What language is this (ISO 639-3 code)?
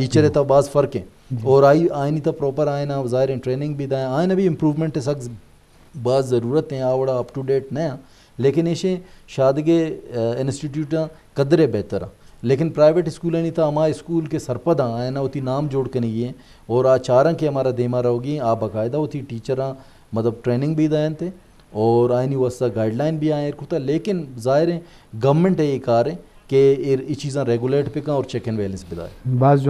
bgp